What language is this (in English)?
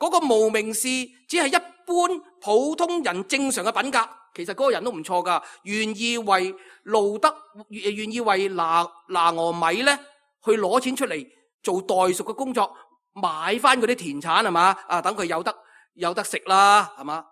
Cantonese